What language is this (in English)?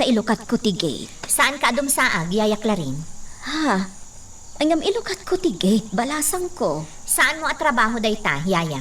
Iloko